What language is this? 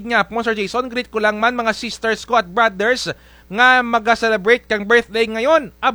Kinaray-a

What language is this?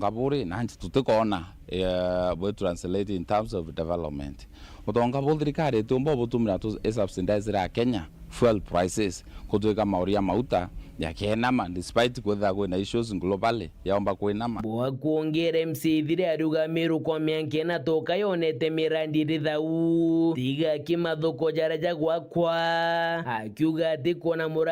Meru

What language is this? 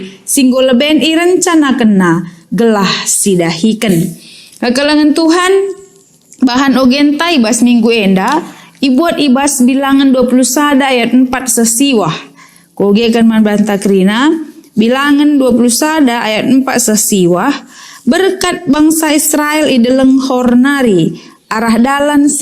Batak Karo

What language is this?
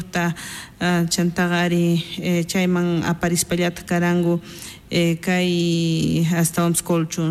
South Bolivian Quechua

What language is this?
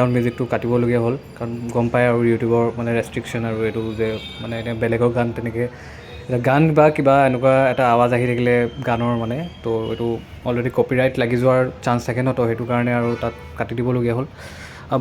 Assamese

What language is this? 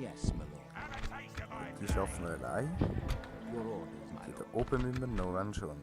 Swiss German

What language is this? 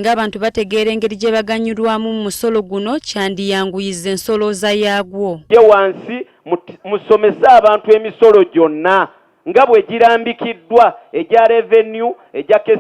Ganda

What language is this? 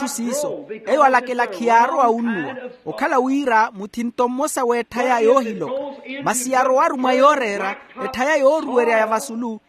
Makhuwa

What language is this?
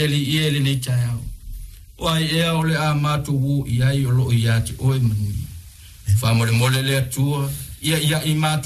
Samoan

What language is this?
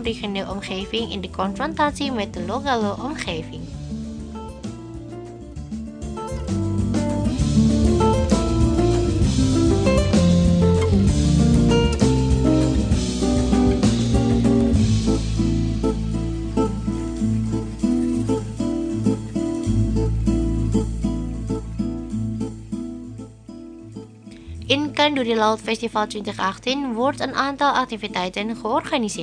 Dutch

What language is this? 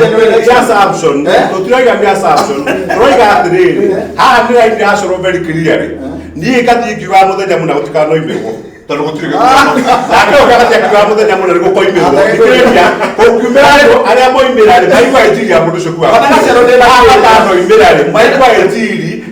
Kikuyu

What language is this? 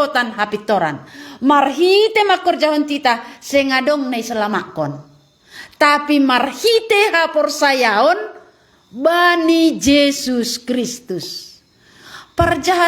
Batak Simalungun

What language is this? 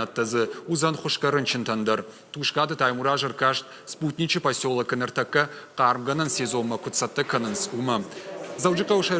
Ossetic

